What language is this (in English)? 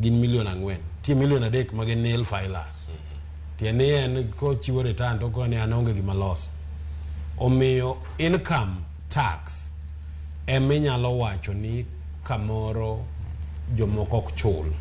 Luo (Kenya and Tanzania)